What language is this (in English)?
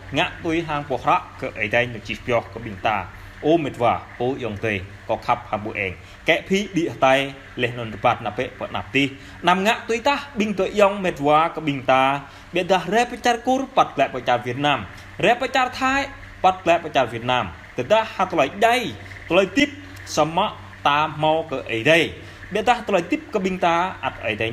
Jarai